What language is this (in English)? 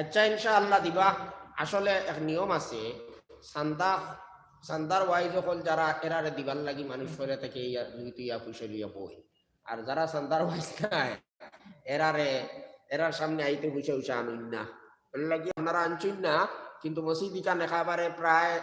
Sylheti